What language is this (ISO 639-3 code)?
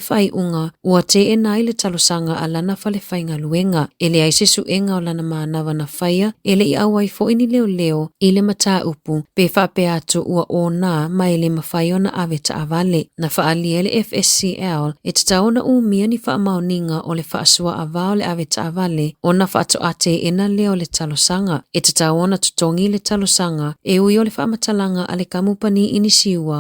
smo